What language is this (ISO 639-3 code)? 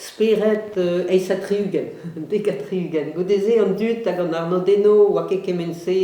bre